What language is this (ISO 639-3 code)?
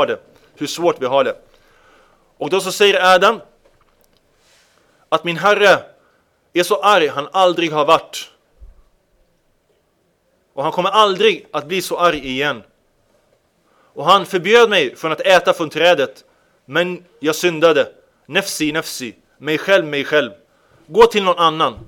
swe